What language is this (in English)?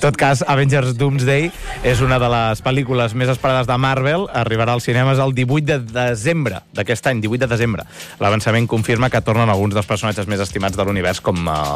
Catalan